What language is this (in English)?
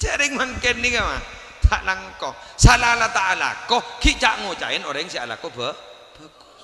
Madurese